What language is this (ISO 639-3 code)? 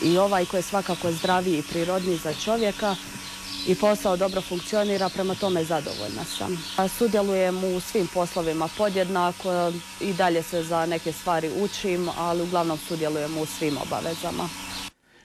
hrv